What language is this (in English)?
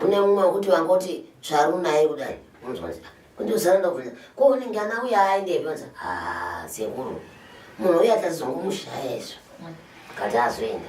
Shona